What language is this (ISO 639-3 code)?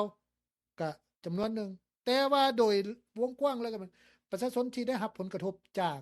lao